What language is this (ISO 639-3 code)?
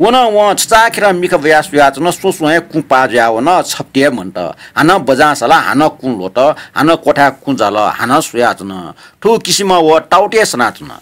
new